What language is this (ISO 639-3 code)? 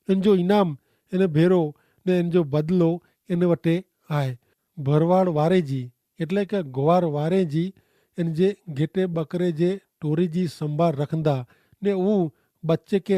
kfr